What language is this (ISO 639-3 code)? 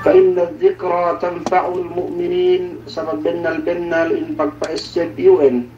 yka